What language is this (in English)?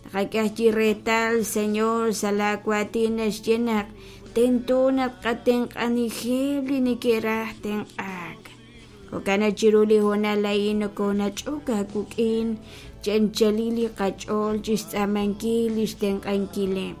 Kekchí